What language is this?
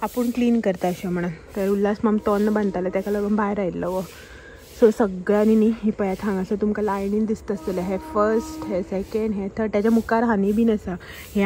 Konkani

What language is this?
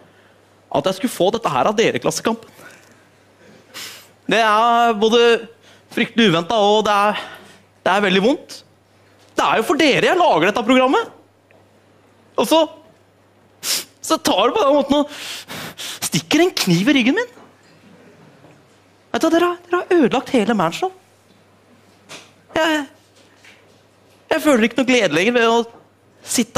Norwegian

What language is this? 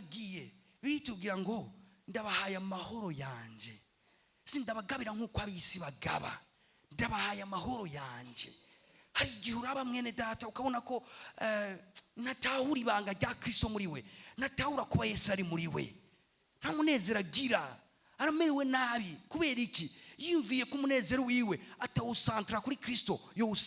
Rundi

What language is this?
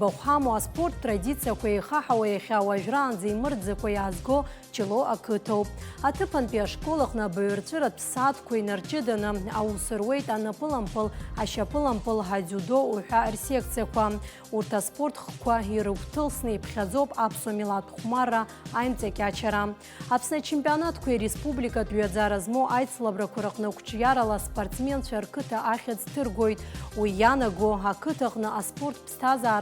Abkhazian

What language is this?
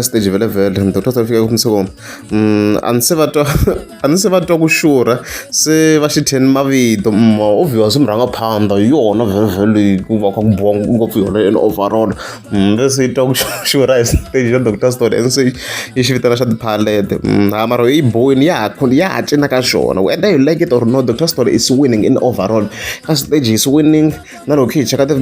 Tsonga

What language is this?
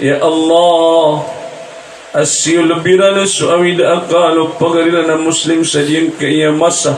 Maranao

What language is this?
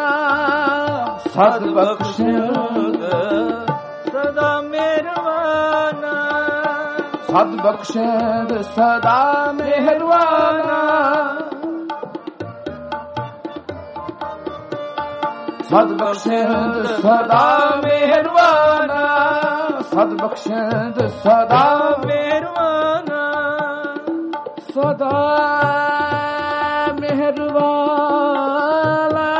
Punjabi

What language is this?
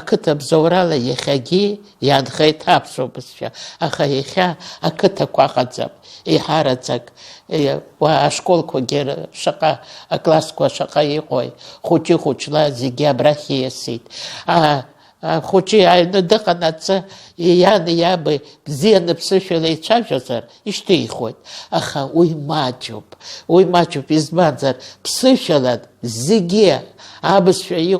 Abkhazian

